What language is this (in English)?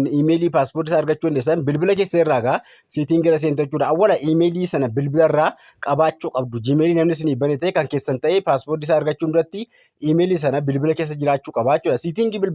Oromo